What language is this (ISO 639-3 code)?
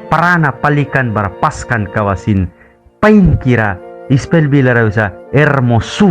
miq